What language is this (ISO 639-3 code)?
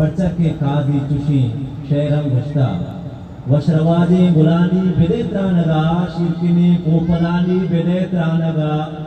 bal